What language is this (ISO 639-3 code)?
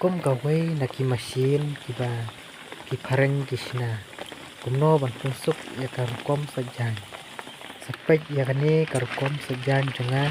kha